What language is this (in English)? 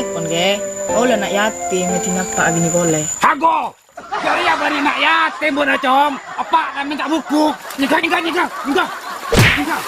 Madurese